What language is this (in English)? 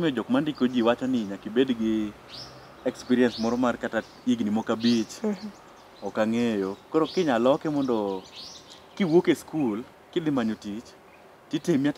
Luo (Kenya and Tanzania)